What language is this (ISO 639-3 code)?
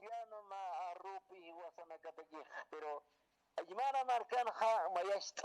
aym